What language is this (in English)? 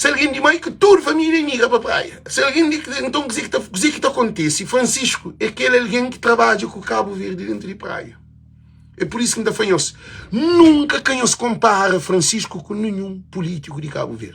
Kabuverdianu